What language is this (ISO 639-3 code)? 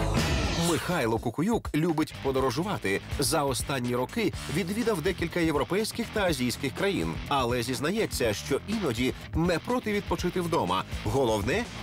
ukr